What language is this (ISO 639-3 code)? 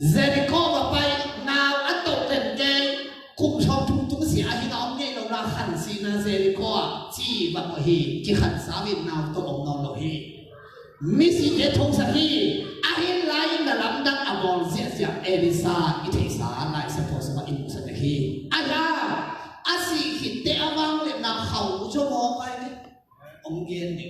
ctd